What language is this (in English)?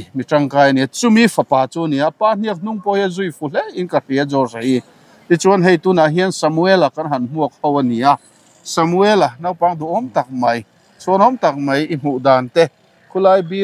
Mizo